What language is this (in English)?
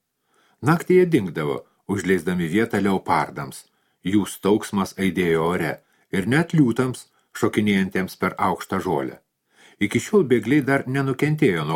Lithuanian